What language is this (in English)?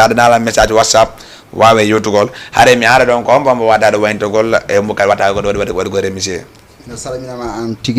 Fula